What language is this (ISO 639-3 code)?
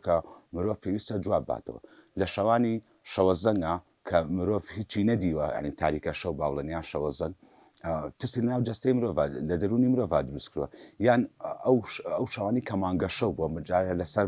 ckb